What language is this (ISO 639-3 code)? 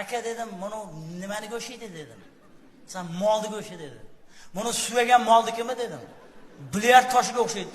uzb